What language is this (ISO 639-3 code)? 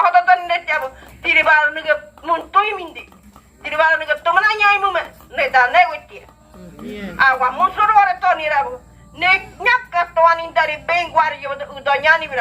gym